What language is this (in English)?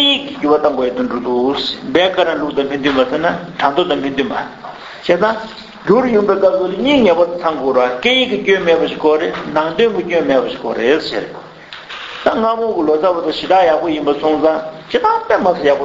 Tibetan